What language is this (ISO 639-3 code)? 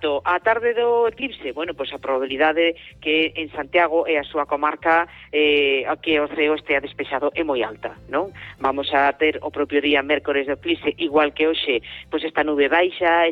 glg